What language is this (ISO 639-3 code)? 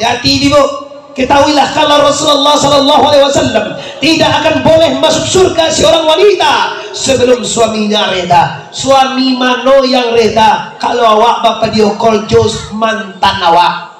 min